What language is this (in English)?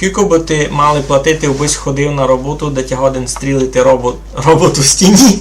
Rusyn